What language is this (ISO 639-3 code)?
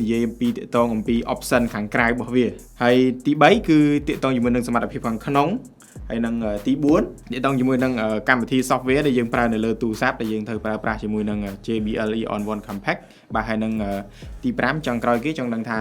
khm